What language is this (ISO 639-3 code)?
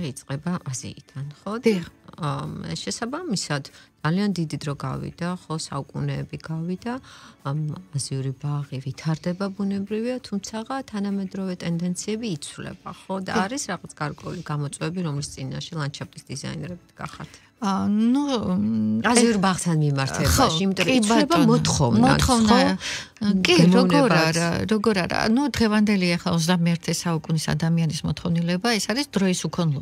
kat